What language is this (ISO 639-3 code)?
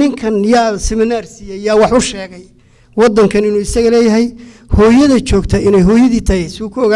som